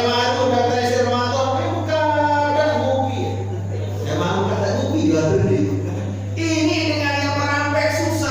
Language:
Sasak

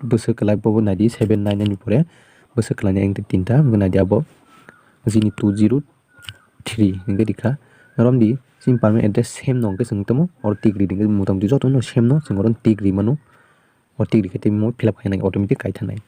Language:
Kok Borok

